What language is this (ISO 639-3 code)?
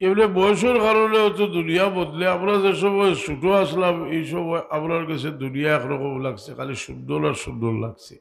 syl